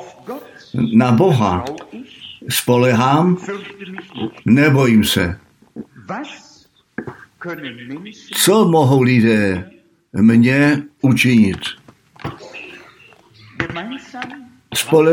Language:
Czech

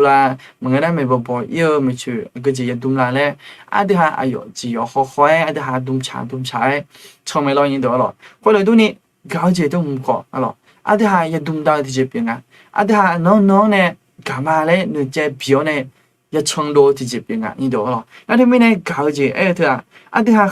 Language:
Akha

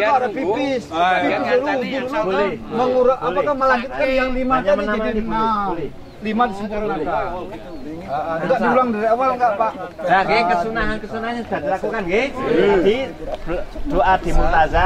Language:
Indonesian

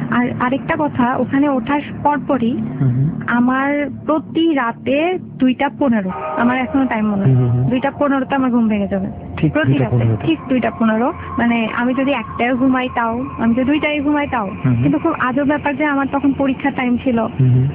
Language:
Bangla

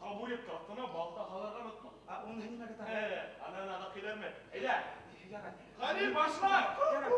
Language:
Bashkir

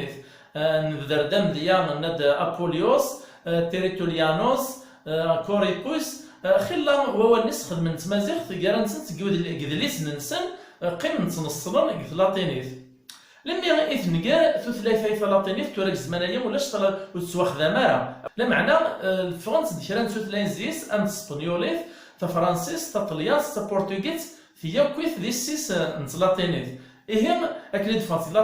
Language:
Kabyle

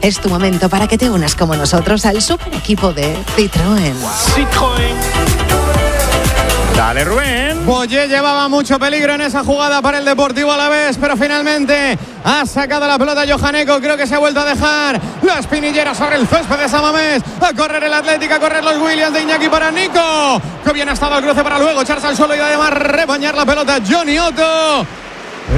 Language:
Spanish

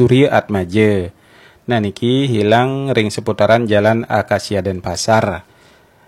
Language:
Balinese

